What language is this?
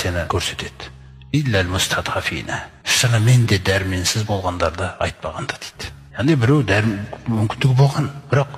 Kazakh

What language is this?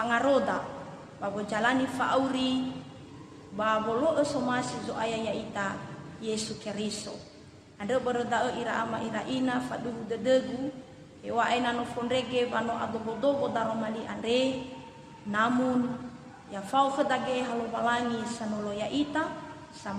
Nias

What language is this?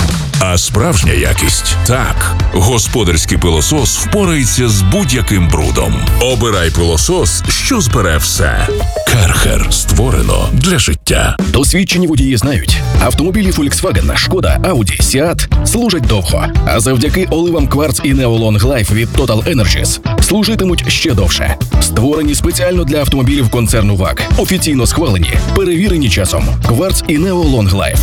Ukrainian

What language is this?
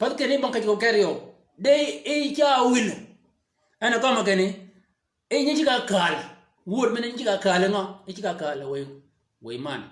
Shilluk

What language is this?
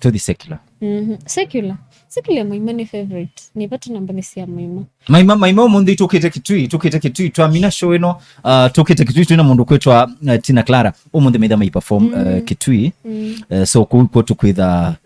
Kamba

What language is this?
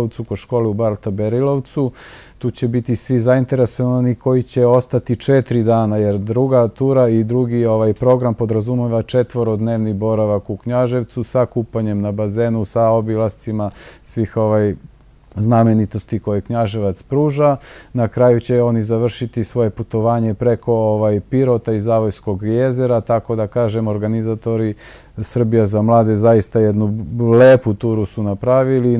Serbian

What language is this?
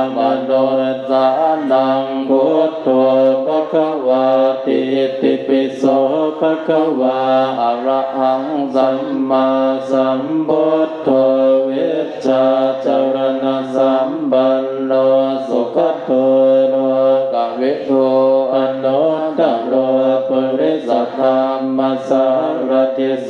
Pali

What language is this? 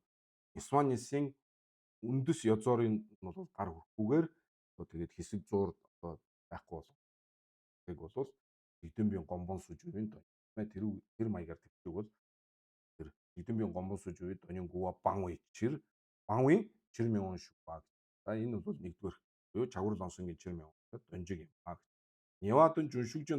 Mongolian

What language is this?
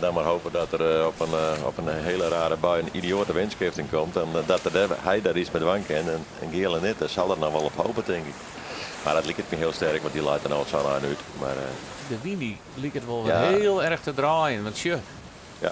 Western Frisian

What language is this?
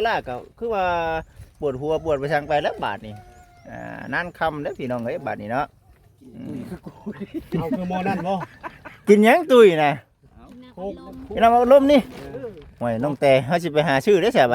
Lao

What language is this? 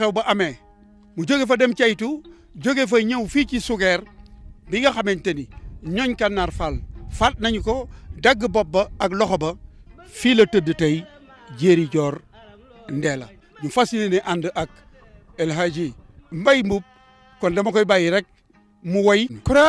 Wolof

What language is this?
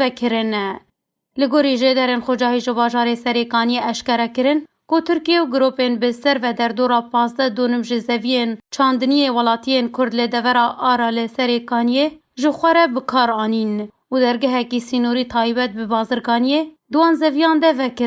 Kurdish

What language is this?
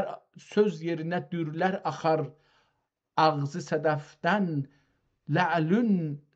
South Azerbaijani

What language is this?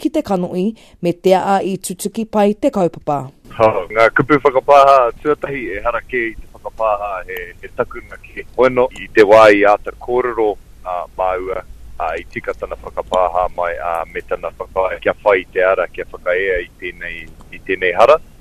Māori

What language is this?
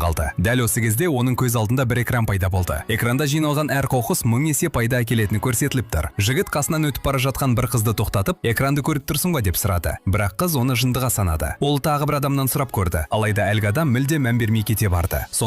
Kazakh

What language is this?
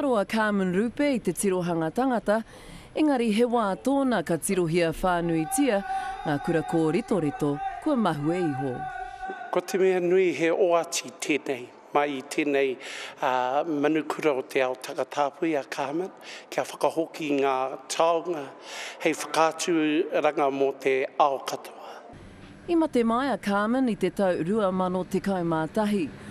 Māori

